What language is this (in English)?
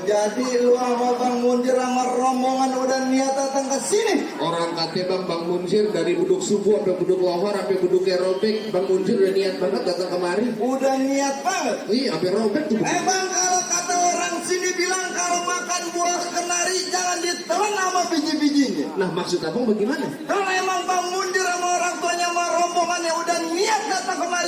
Betawi